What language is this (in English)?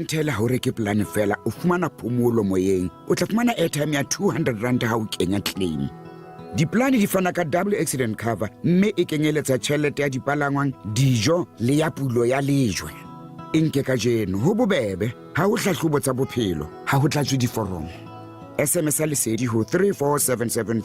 Southern Sotho